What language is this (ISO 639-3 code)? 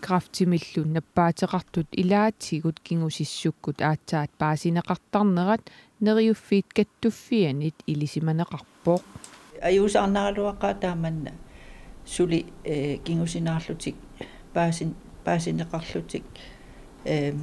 kal